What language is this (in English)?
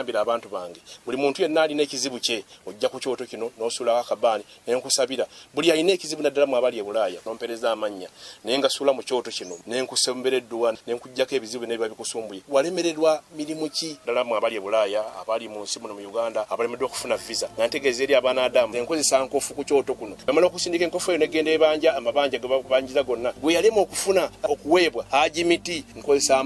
Ganda